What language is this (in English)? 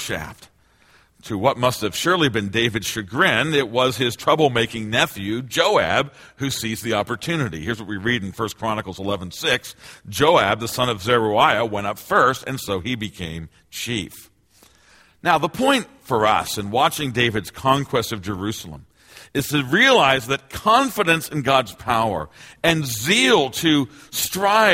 English